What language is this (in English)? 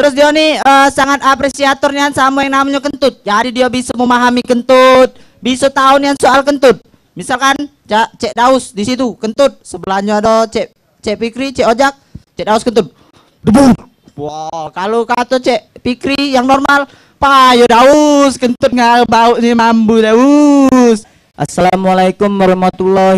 Musi